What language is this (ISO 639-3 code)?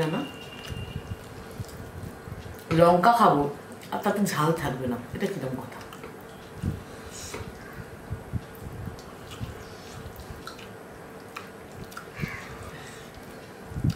ben